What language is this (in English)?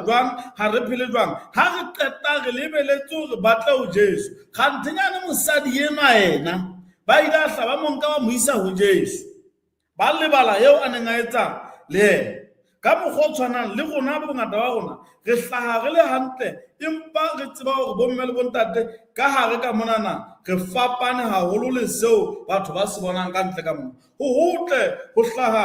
Southern Sotho